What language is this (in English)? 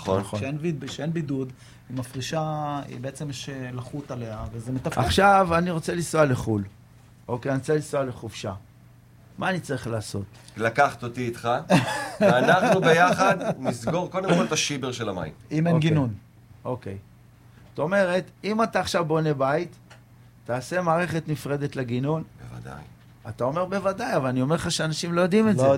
Hebrew